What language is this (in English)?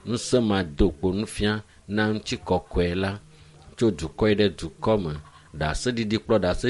Ewe